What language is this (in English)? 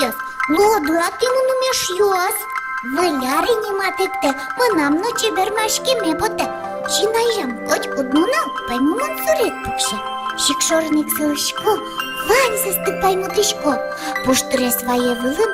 Udmurt